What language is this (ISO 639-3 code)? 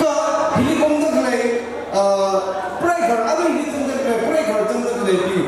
nmf